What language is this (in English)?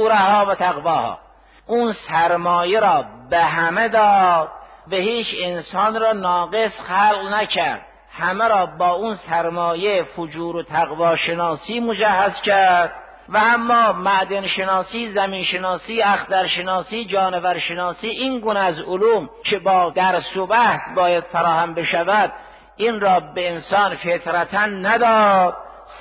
Persian